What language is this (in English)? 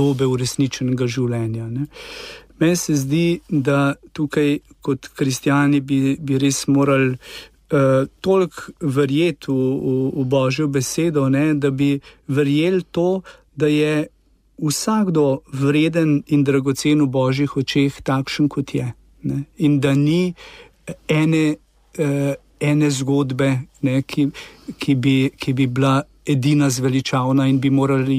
Slovenian